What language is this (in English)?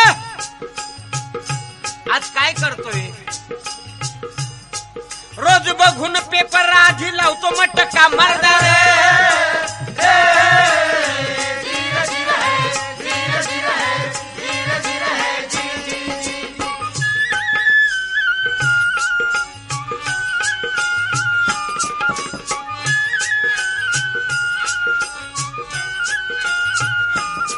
Marathi